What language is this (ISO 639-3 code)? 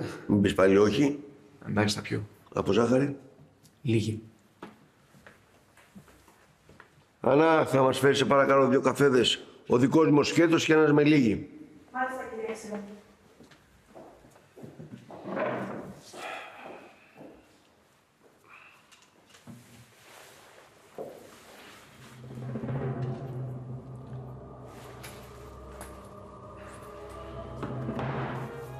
ell